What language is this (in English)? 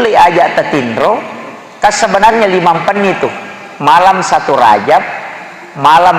Buginese